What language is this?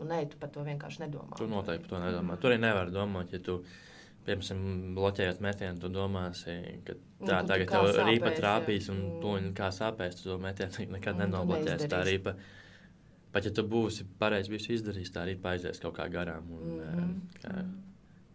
Latvian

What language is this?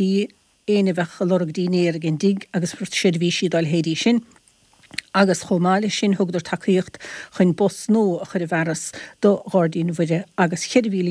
Irish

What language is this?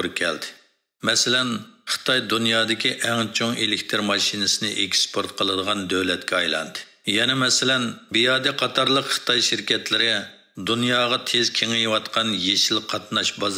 Uyghur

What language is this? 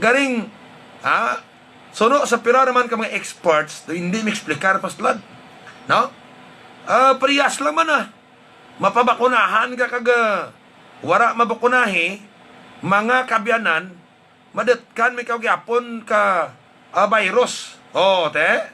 Hiligaynon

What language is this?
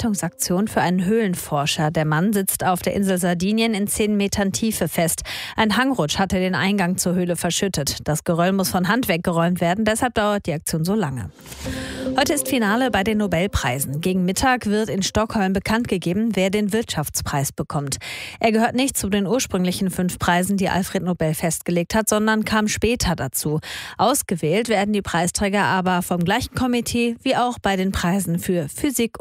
German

